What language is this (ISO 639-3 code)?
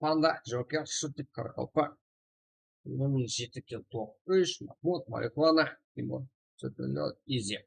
kaa